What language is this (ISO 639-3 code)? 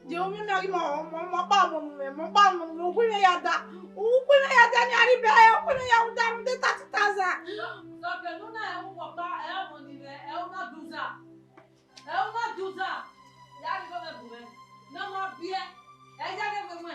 bin